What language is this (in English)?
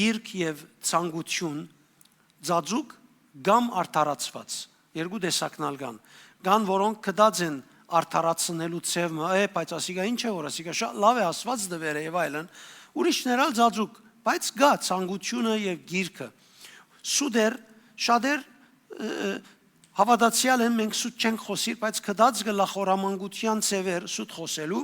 Western Armenian